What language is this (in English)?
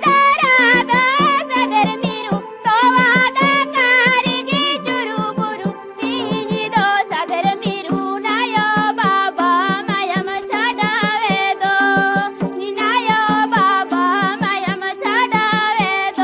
Santali